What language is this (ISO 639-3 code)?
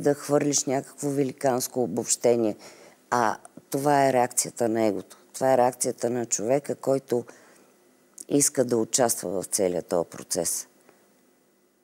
bul